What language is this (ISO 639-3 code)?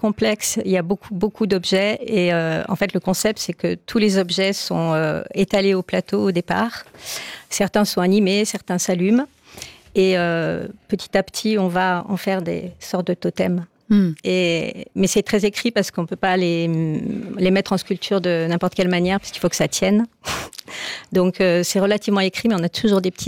fra